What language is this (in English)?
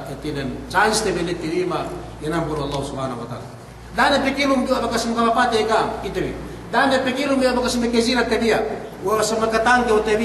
Yakan